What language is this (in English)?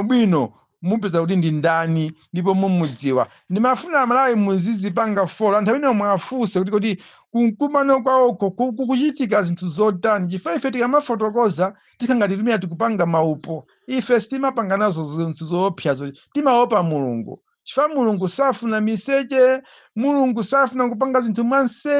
Nyanja